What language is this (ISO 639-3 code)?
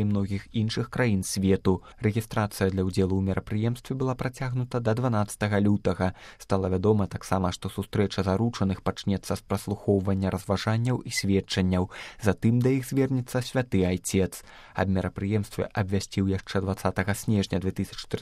bel